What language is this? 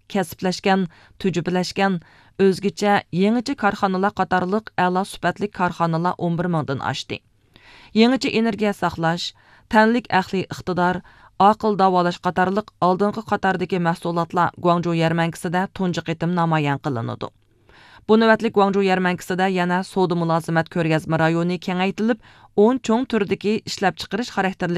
Uyghur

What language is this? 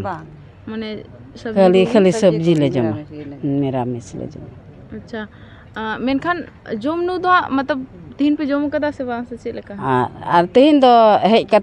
Santali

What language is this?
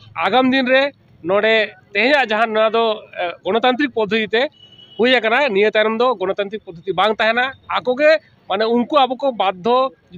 Santali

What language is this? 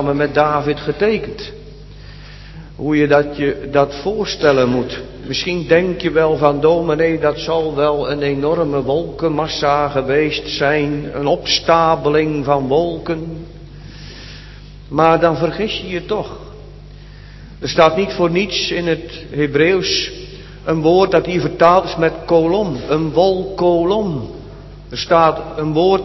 Dutch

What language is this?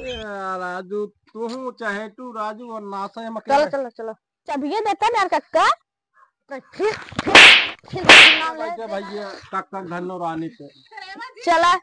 Awadhi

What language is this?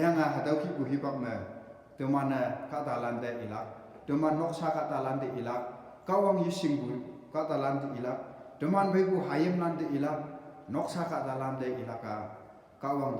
Konyak Naga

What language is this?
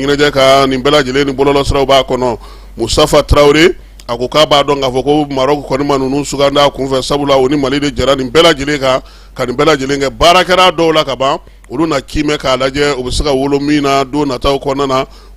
Bambara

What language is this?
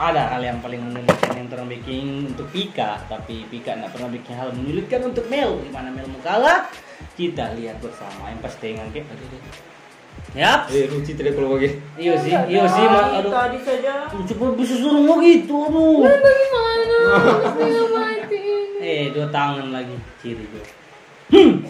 Manado Malay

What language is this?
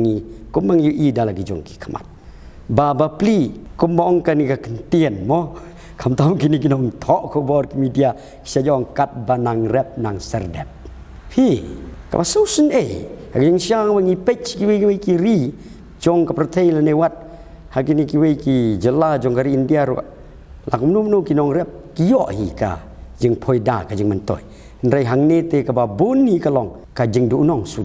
Khasi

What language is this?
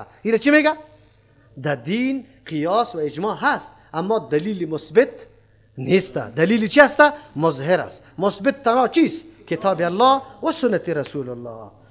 Persian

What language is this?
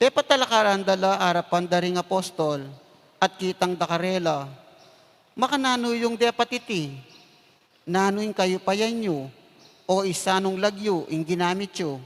Pampanga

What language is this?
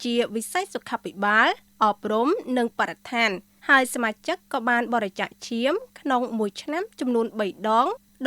Khmer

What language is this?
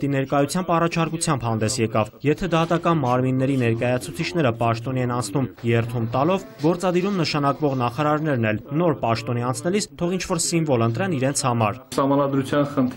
Armenian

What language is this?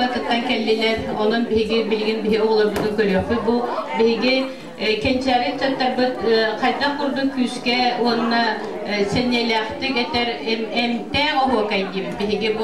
Yakut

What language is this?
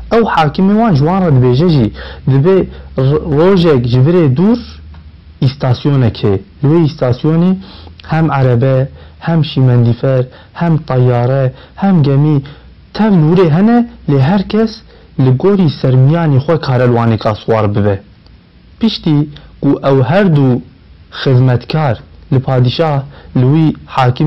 Kurdish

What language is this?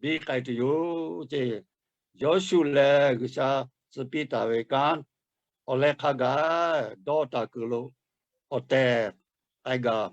Lahu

